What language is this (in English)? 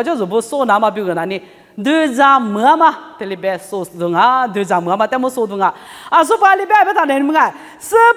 Lisu